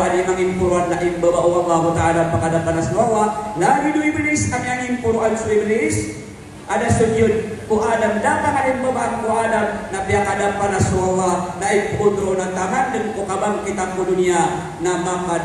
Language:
Maranao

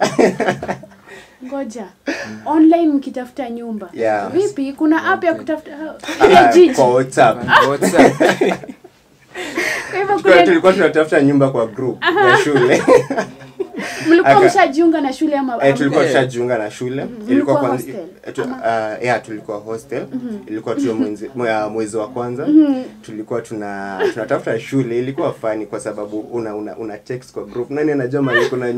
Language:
Swahili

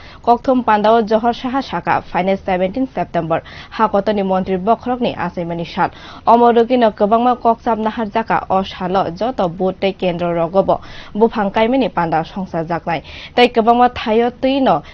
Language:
Kok Borok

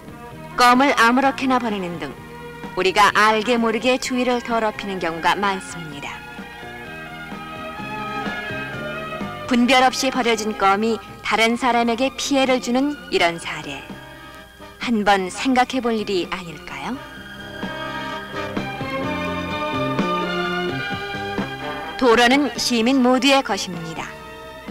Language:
Korean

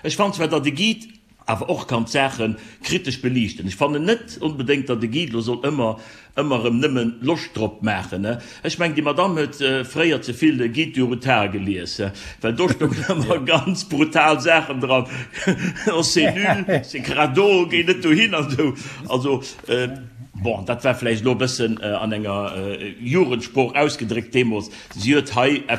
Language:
Luxembourgish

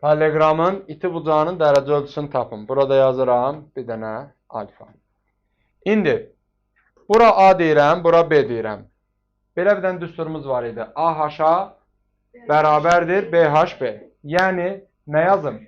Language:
Azerbaijani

